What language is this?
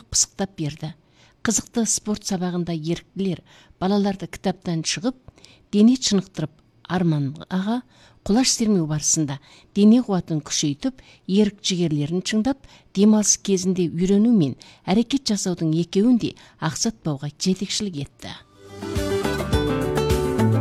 Kazakh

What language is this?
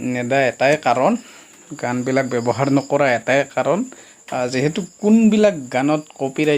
Assamese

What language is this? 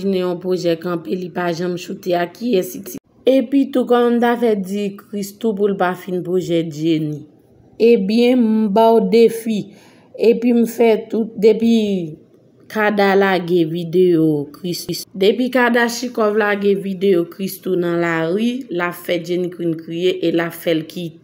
Haitian Creole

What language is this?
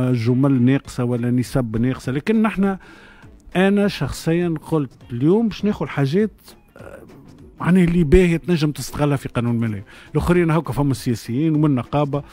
Tunisian Arabic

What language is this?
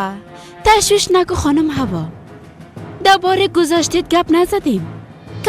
Persian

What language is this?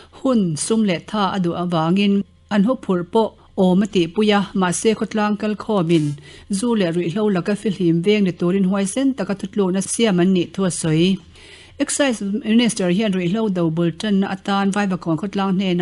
Mizo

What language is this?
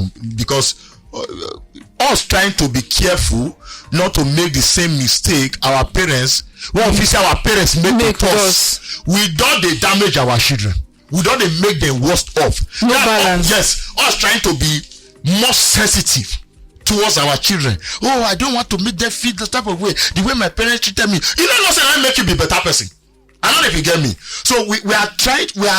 Nigerian Pidgin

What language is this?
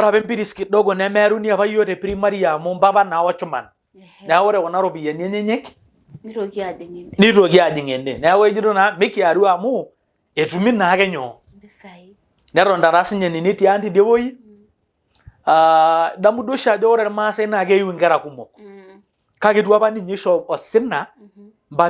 Masai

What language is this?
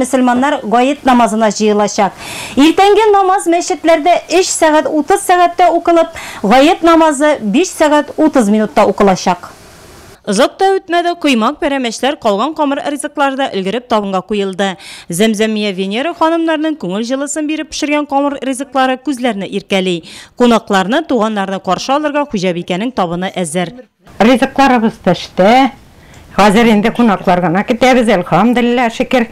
Tatar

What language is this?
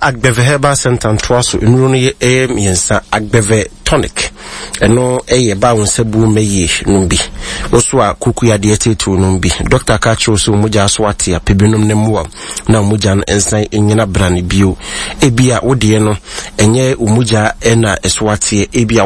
Akan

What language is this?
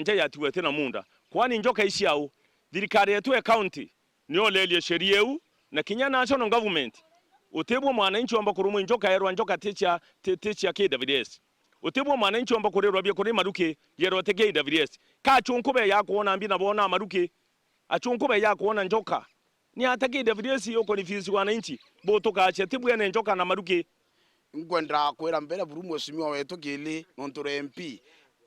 Meru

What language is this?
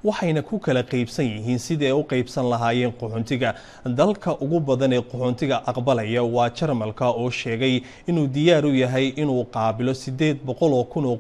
Somali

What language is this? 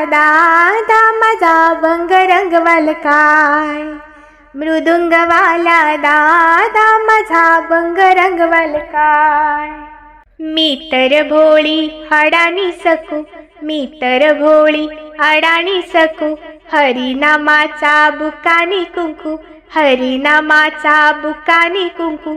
Marathi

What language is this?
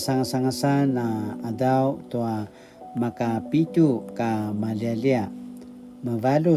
Paiwan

